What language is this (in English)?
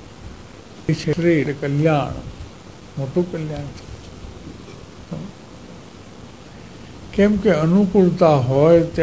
Gujarati